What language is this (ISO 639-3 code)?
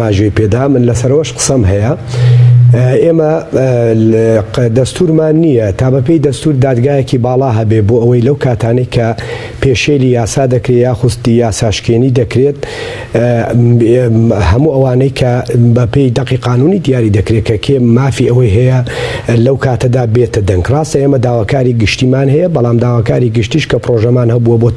ckb